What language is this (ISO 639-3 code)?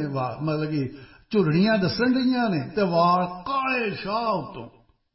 pan